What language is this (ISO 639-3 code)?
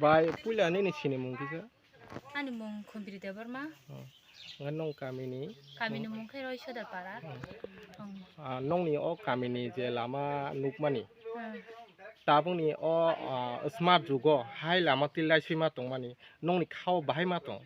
trp